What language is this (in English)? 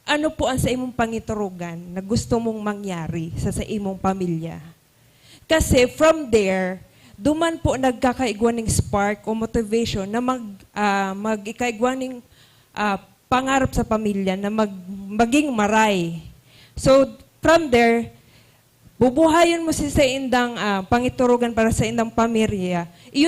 Bikol